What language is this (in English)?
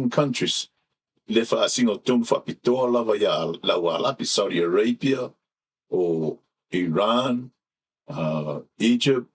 Samoan